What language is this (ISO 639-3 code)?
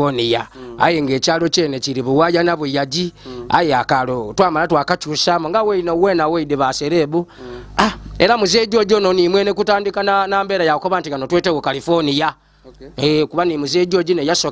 lug